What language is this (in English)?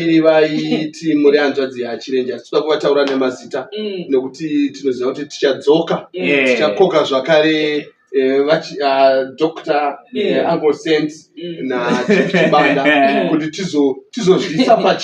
Shona